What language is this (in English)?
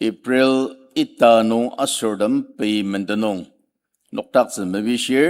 Ao Naga